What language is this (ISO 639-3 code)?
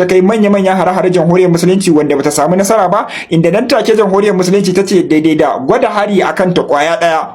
hau